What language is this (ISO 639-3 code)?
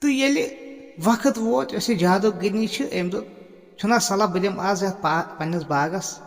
kas